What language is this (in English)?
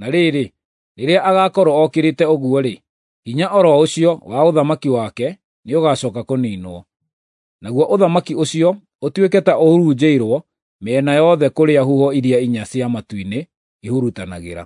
Kikuyu